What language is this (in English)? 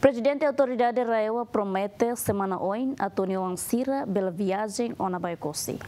Tetum